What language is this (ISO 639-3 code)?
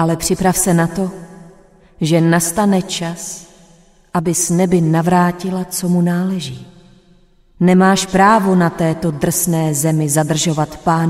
ces